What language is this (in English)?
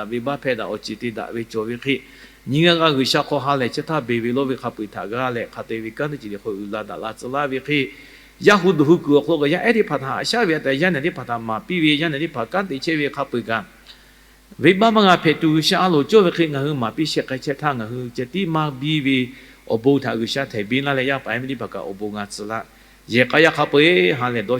Lahu